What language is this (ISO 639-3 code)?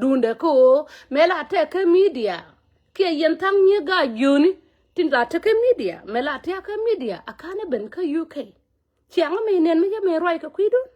nus